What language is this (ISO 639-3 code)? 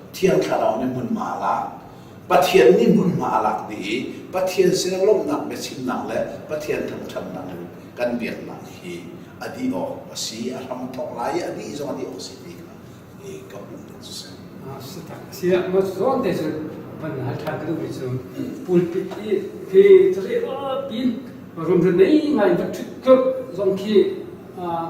cnh